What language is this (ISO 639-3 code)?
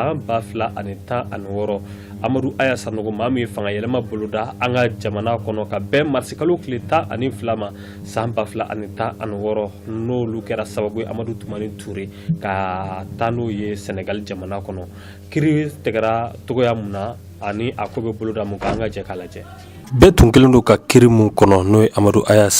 bam